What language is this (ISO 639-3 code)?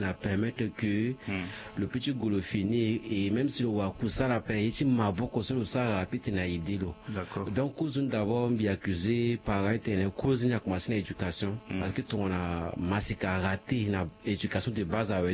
sag